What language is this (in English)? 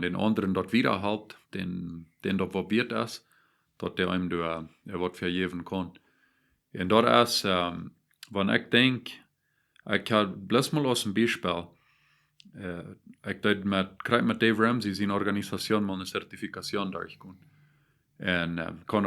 Plautdietsch